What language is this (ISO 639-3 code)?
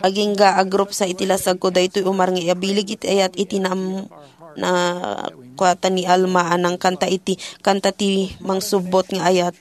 ilo